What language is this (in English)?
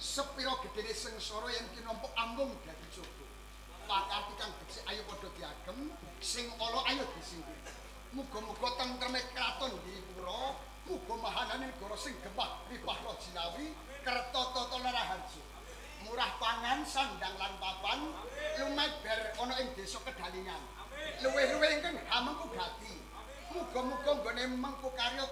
Javanese